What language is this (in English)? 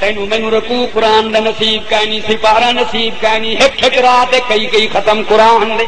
Saraiki